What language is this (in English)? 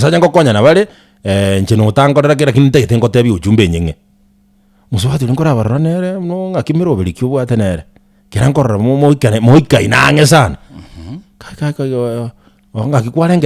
Gusii